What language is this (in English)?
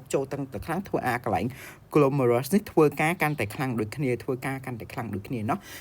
Khmer